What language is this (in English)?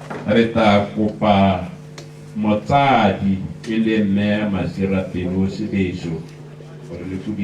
Tswana